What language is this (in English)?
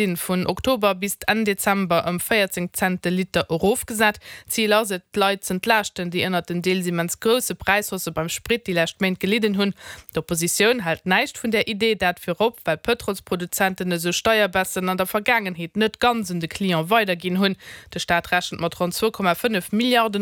Luxembourgish